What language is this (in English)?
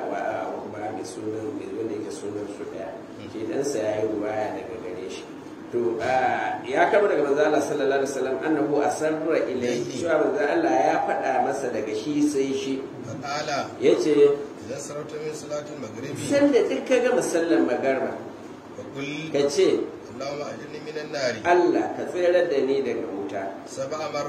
Hausa